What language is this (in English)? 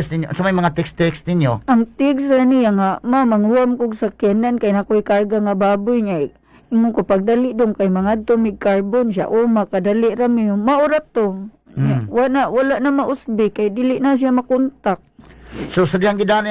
Cebuano